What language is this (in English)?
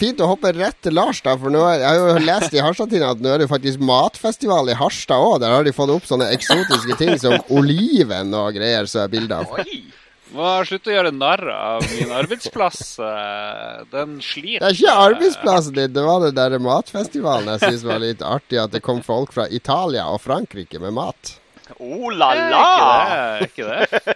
Norwegian